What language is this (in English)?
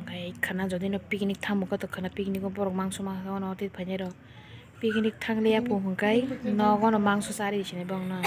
Kok Borok